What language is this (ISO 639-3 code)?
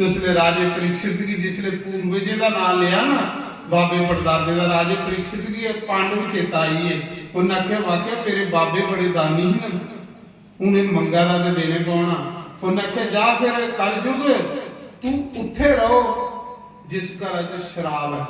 doi